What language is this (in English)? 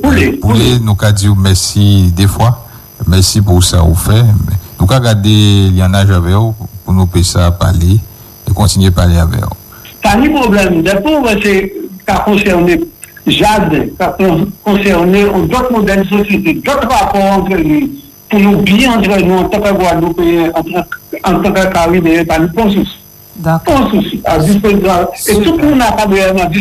French